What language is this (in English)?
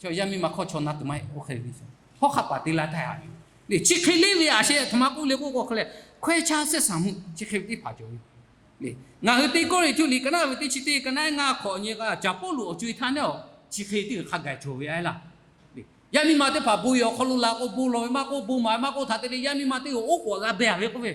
Lahu